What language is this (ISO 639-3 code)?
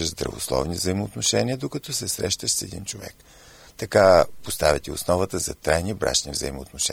bul